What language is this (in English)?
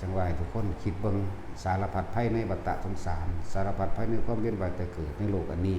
Northeastern Thai